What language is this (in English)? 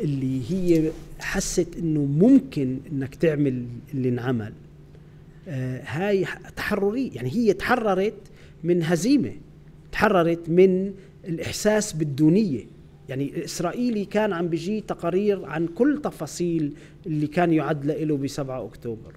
North Levantine Arabic